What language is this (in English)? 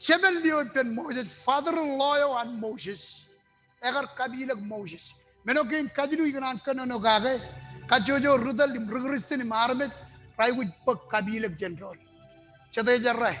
Marshallese